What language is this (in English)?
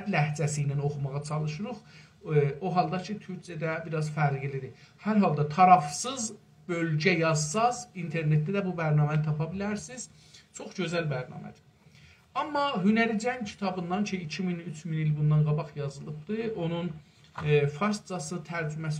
South Azerbaijani